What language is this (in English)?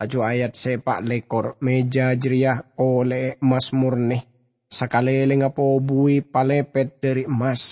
Madurese